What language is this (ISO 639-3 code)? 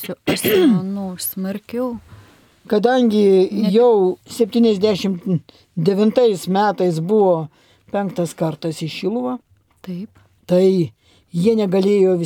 lit